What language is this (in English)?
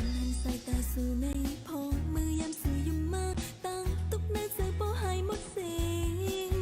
Shan